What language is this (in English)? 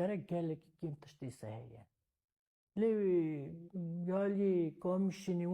Kurdish